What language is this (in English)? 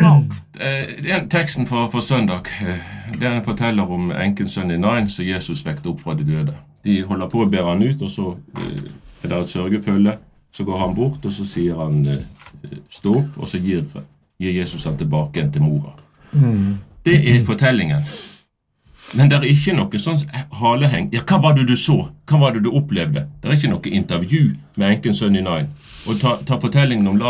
Norwegian